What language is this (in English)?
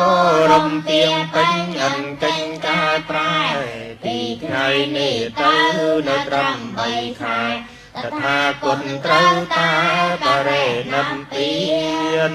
Khmer